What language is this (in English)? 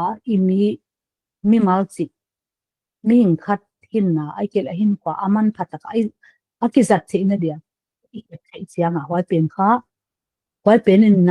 Paite Chin